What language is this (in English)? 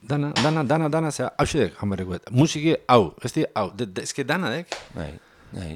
Basque